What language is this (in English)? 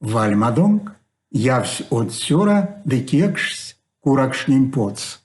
Erzya